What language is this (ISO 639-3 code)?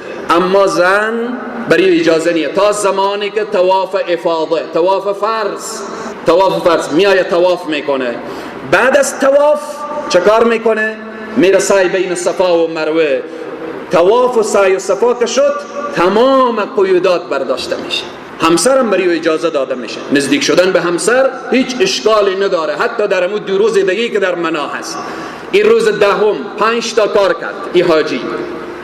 fas